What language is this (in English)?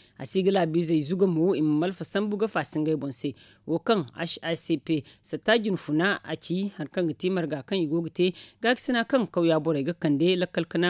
Zarma